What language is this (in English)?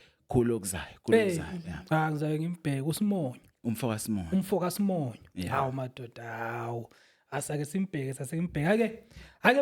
Zulu